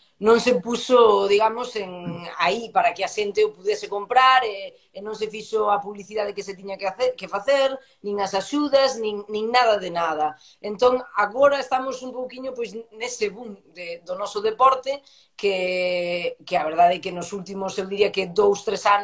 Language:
Galician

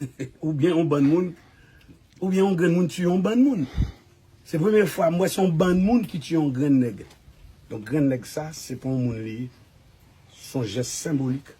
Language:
Haitian Creole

